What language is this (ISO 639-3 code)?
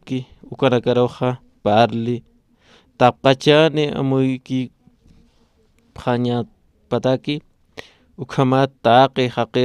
aym